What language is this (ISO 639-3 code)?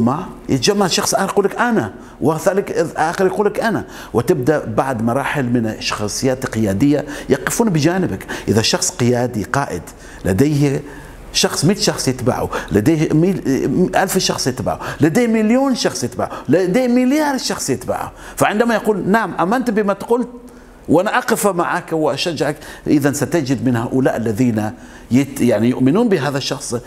ara